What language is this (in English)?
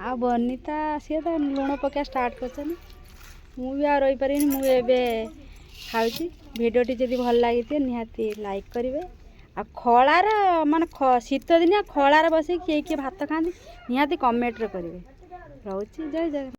Odia